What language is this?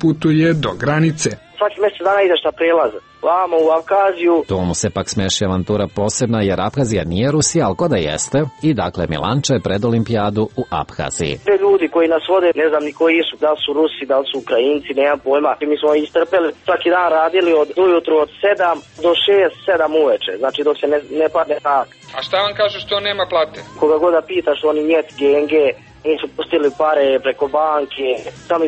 Serbian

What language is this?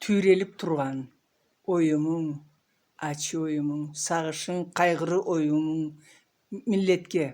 Karachay-Balkar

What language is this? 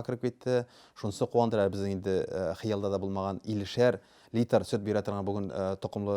Tatar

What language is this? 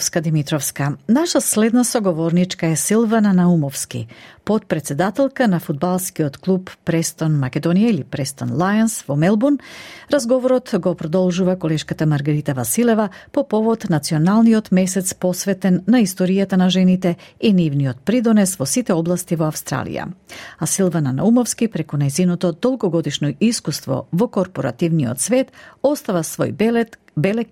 Macedonian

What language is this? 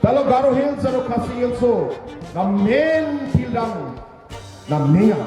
Garo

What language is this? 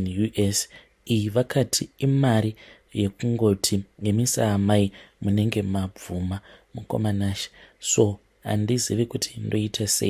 Shona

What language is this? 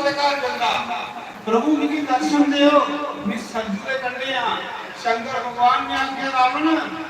Dogri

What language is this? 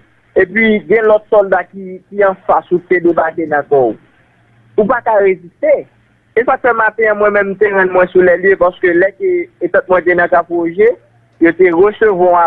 Haitian Creole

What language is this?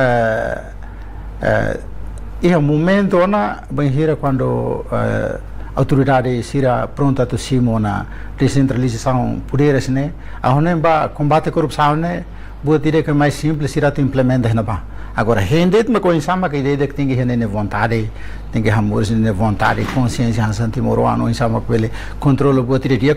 Tetum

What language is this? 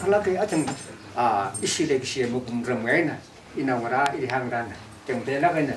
Tangkhul Naga (India)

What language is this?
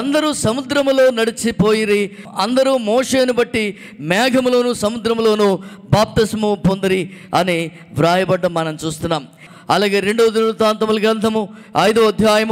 Telugu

